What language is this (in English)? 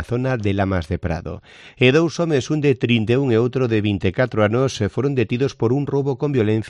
Galician